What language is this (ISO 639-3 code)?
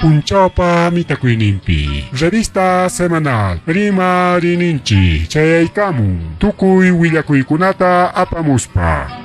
quy